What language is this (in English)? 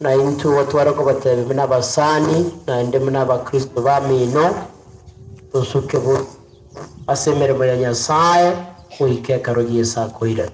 Gusii